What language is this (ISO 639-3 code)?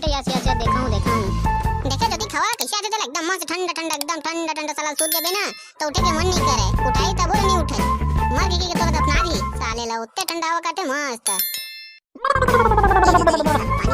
hne